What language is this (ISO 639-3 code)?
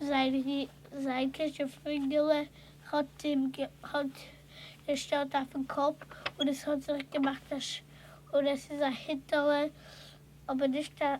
yid